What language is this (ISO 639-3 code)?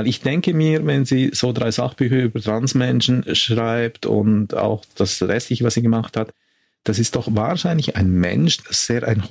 deu